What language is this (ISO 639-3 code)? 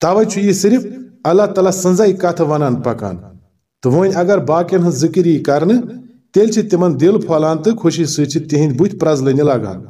kas